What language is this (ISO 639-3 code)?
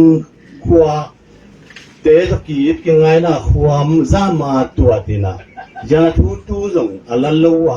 ctd